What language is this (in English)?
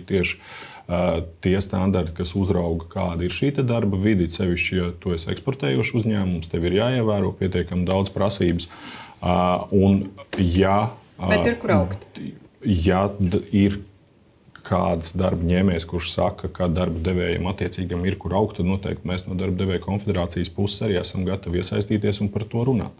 Latvian